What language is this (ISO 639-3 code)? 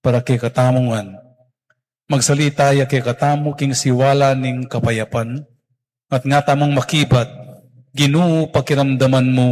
pam